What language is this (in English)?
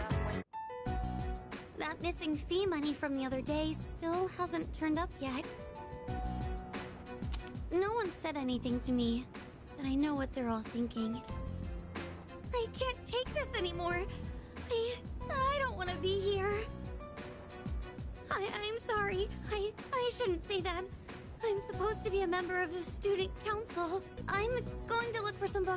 English